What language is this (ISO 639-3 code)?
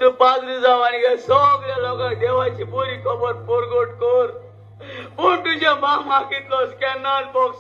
kok